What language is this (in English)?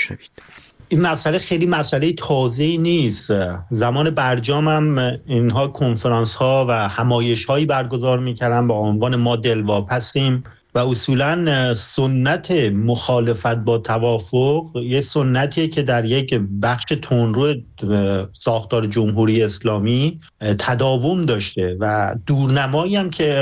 Persian